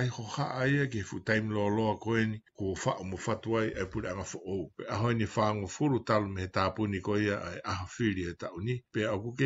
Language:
Tongan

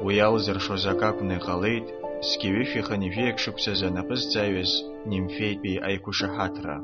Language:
Abkhazian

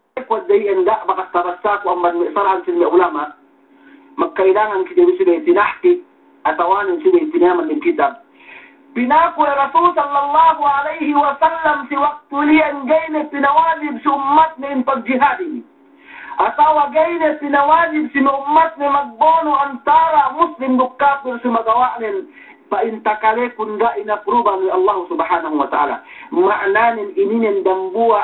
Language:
Yakan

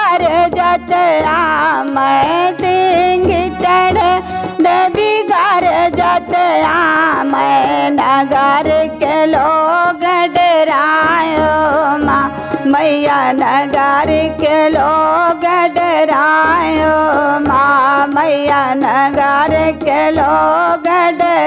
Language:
Bagheli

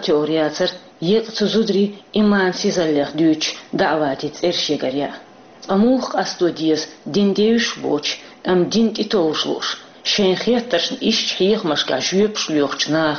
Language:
Chechen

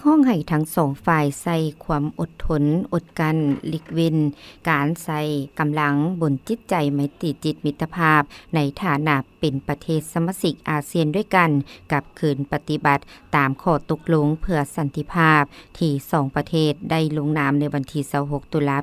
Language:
Lao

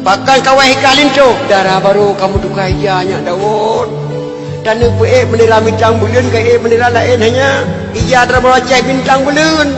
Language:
Achinese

